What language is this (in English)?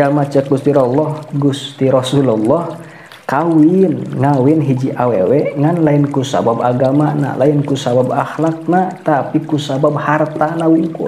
Sundanese